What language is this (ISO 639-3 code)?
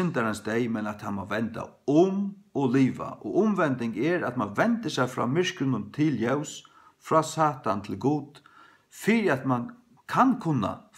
fao